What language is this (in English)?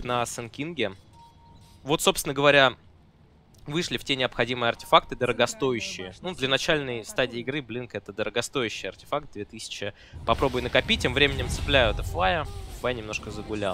Russian